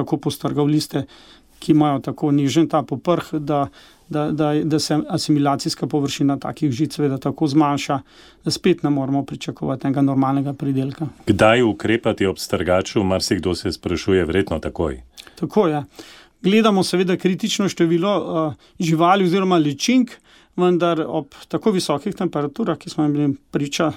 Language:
Slovenian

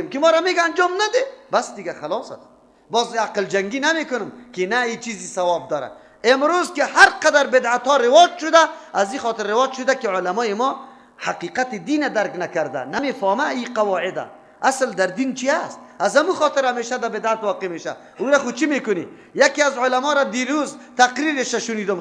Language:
Persian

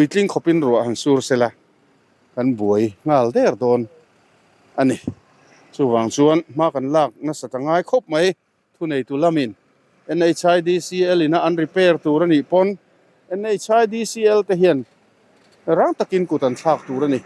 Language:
Mizo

